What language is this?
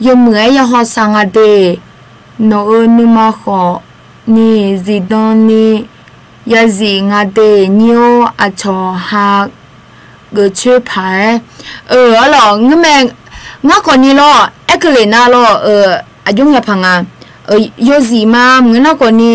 Akha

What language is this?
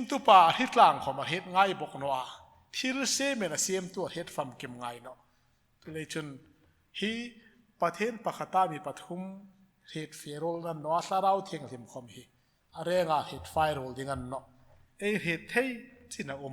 Hmar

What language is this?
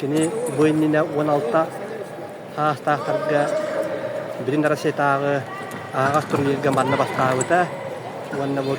Yakut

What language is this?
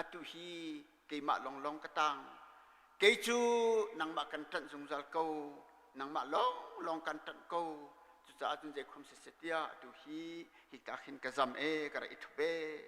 Hakha Chin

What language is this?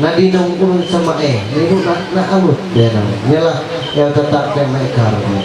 Ma'anyan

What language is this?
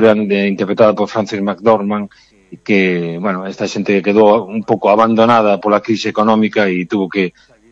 Galician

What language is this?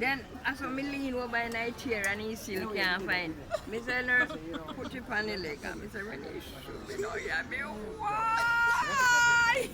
Jamaican Creole English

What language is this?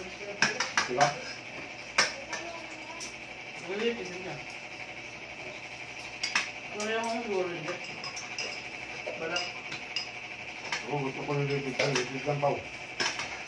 Filipino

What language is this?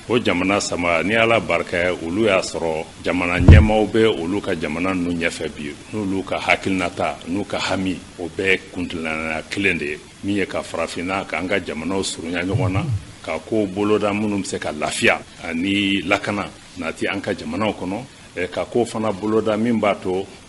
Bambara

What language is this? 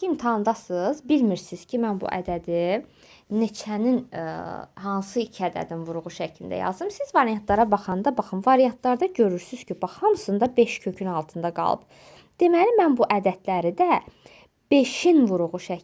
Azerbaijani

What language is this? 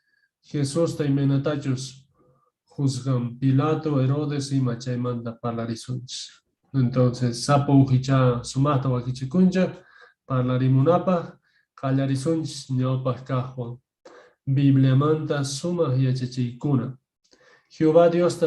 Quechua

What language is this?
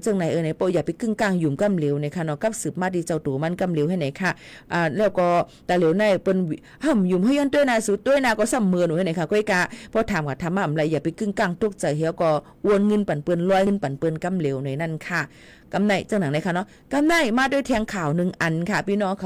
Shan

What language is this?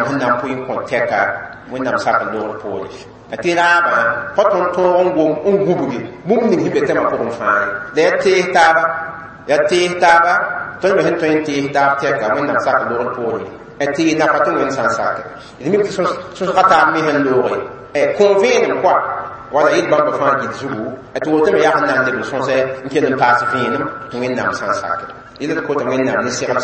Mossi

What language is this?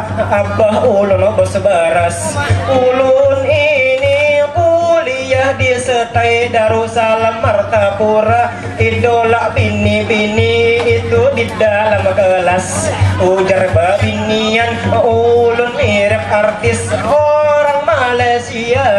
Banjar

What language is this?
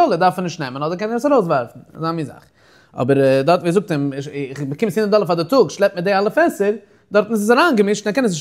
Yiddish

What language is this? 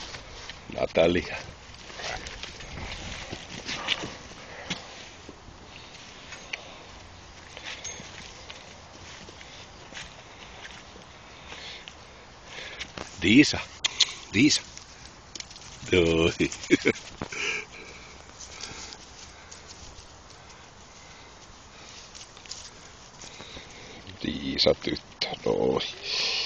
Finnish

